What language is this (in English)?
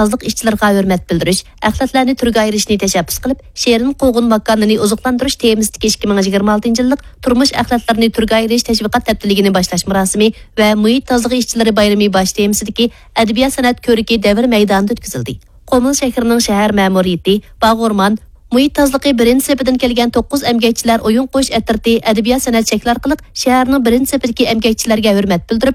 Uyghur